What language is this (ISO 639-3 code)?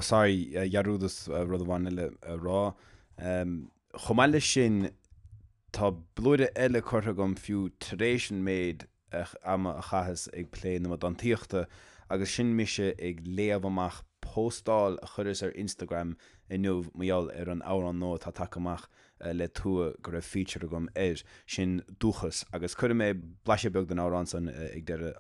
gle